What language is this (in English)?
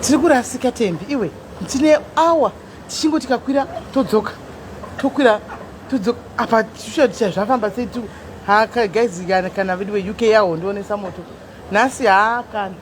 Shona